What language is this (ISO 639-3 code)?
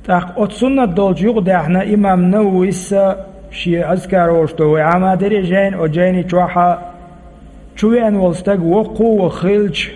che